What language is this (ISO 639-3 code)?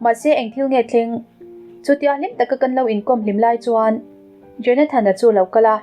lus